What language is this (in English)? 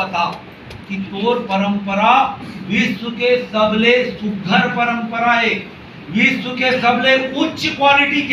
Chhattisgarhi